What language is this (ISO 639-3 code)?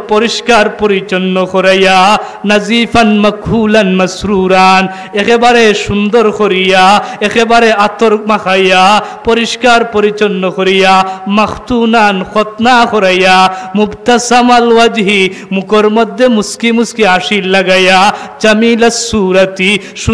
syl